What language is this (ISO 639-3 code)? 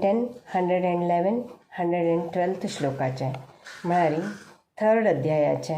kok